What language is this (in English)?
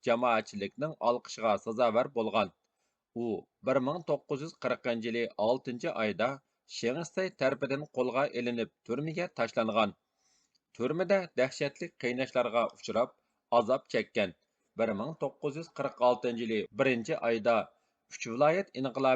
Uyghur